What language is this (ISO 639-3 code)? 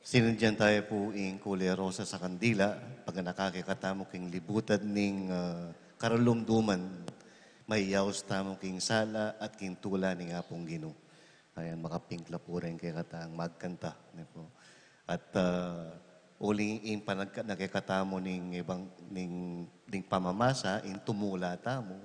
pam